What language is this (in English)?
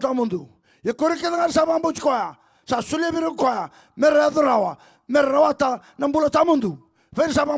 Fijian